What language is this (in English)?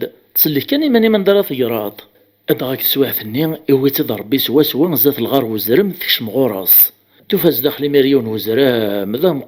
Kabyle